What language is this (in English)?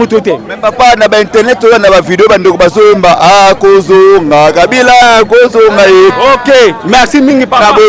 Lingala